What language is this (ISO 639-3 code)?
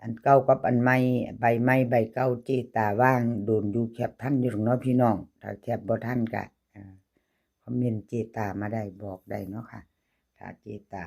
tts